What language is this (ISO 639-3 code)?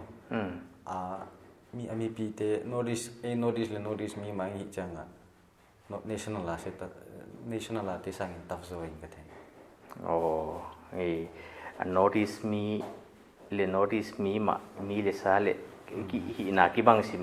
pck